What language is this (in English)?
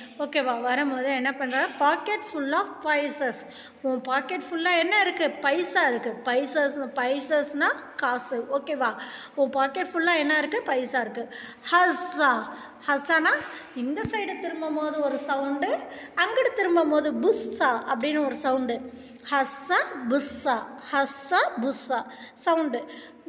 Tamil